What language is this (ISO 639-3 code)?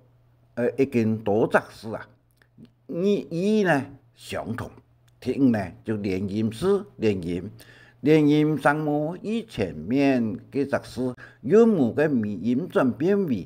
hak